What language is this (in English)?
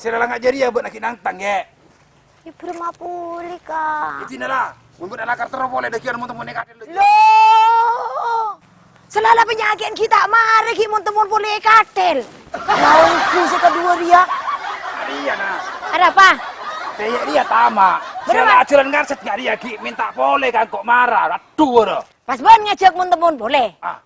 Madurese